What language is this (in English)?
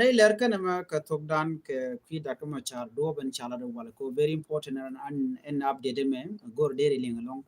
Nuer